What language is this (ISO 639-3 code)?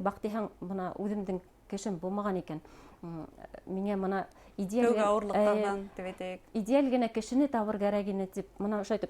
bak